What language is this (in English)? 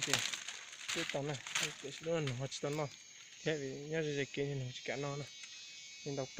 Hmong